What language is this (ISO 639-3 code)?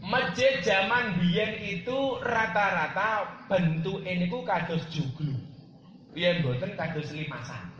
jav